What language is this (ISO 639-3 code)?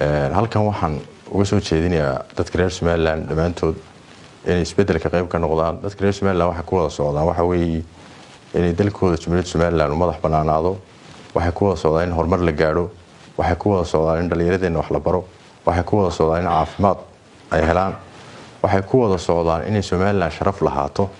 som